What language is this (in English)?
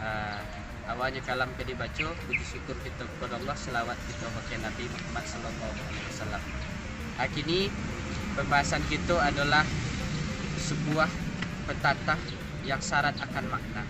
Minangkabau